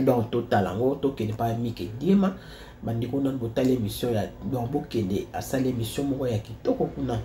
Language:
Lingala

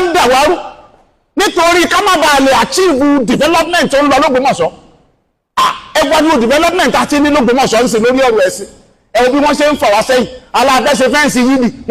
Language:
Yoruba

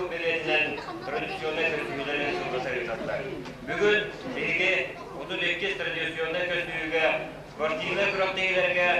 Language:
Yakut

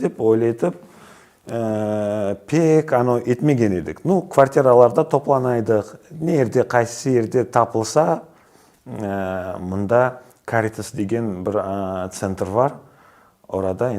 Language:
Crimean Tatar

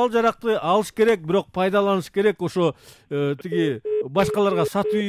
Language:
Kyrgyz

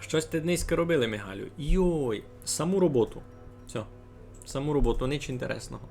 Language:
Rusyn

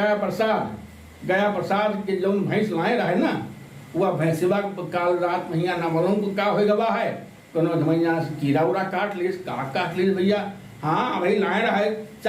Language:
Awadhi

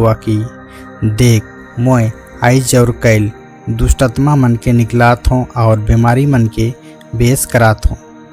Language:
Sadri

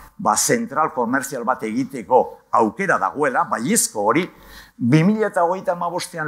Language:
Basque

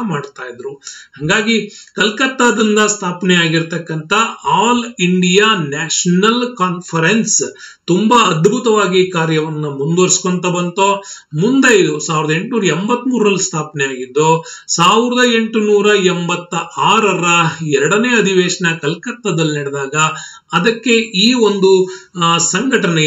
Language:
Kannada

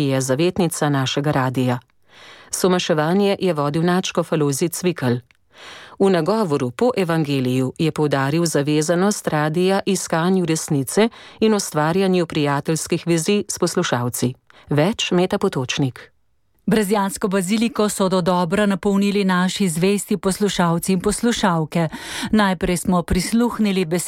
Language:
Slovenian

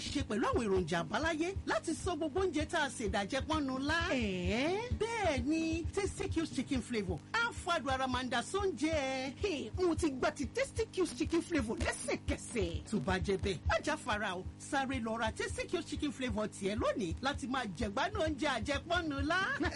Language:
Yoruba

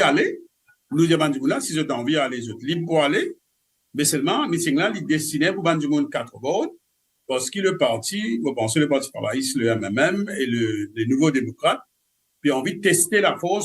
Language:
Morisyen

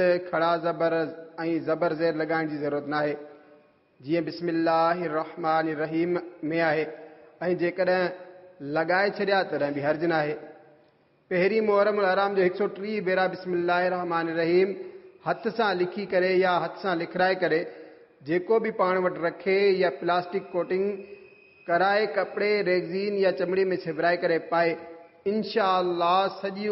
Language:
Sindhi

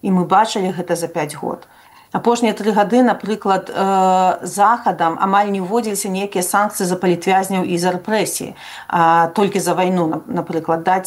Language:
Belarusian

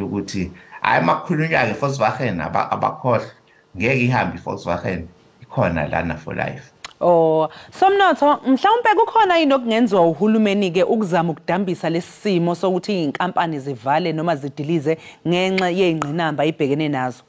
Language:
Zulu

